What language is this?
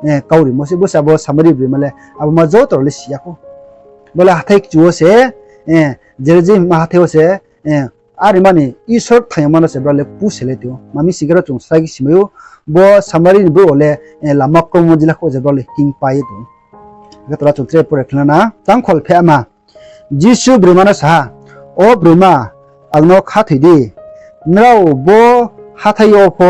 Riang (India)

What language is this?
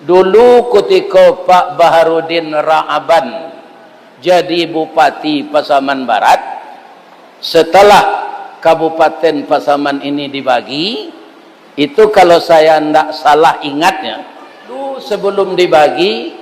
Minangkabau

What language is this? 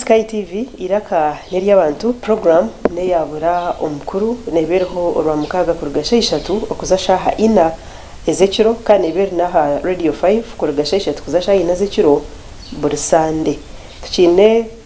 Nyankole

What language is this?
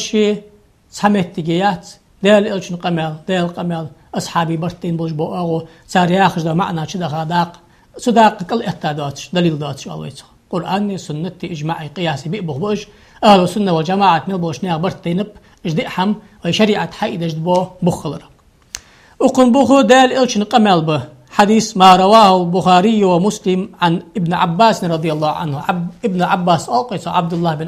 Ingush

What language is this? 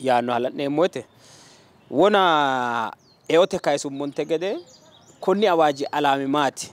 Sidamo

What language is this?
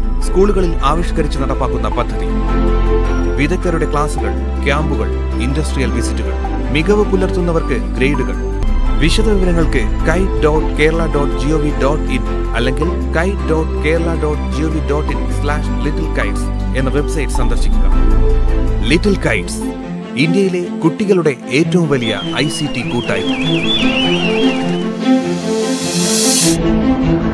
Malayalam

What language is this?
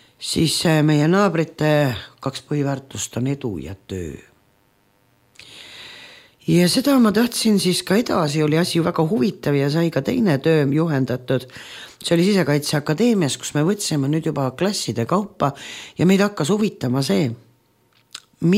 Estonian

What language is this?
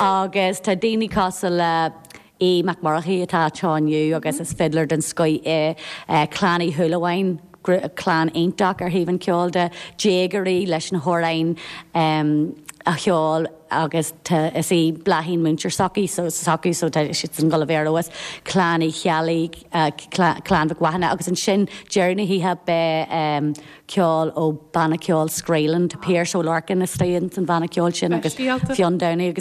Irish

